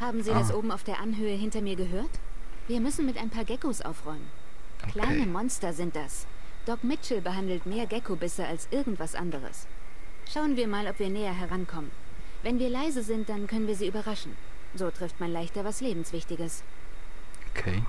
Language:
Swiss German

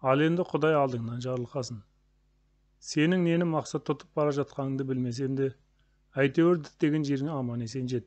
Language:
Kazakh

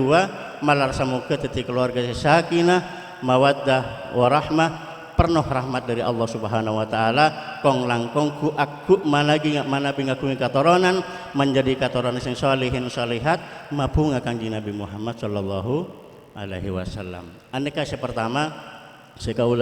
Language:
Madurese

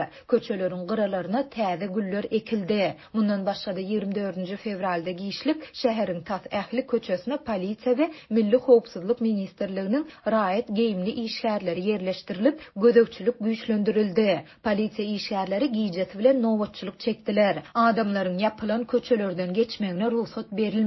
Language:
Turkmen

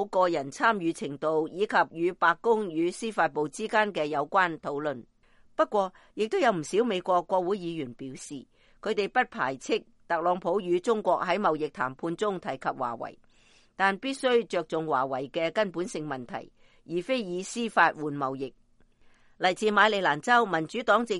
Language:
Cantonese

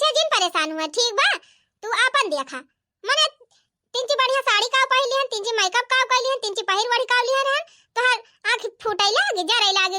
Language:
Awadhi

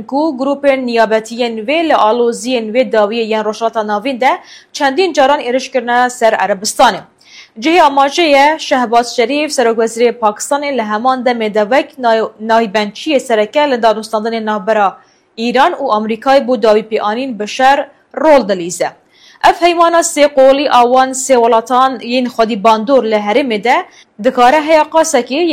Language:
Kurdish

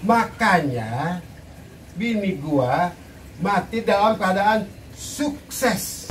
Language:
Betawi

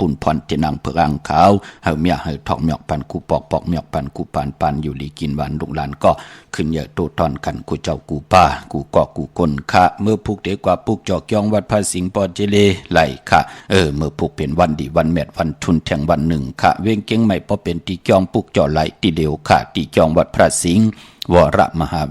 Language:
Shan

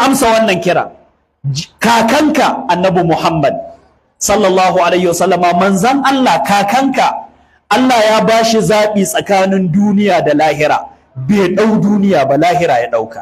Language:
Hausa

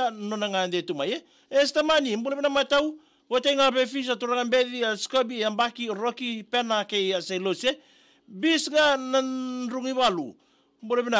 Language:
Fijian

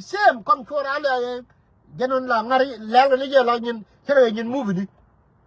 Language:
Nuer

